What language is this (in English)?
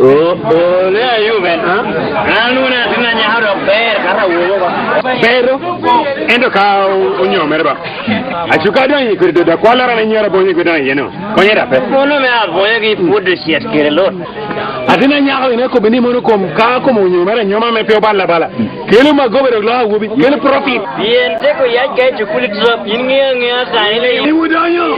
Lango (Uganda)